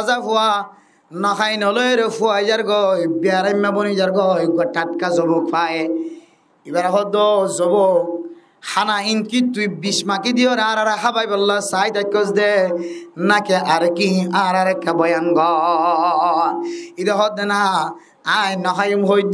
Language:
Rohingya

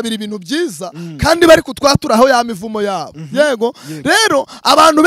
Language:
Kinyarwanda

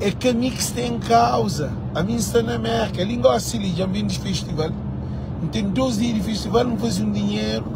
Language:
Kabuverdianu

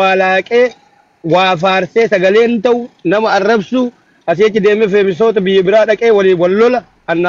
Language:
Oromo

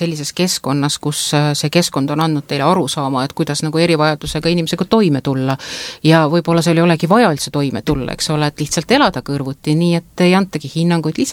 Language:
Estonian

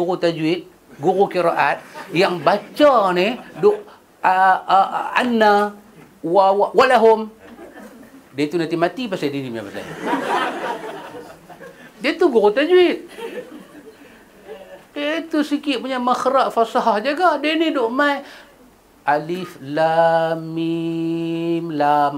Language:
Malay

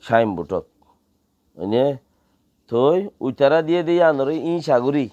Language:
Rohingya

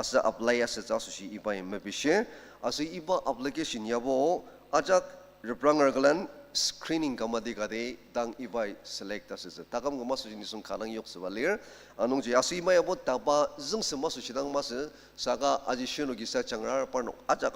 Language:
Ao Naga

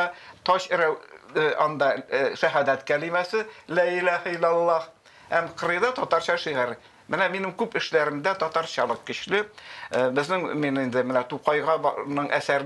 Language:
Tatar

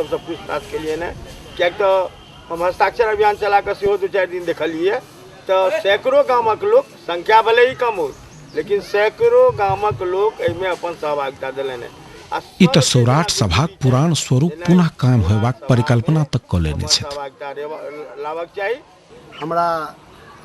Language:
Maithili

